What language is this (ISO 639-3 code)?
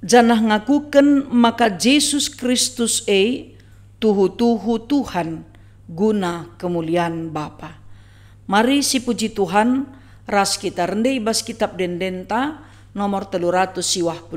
btx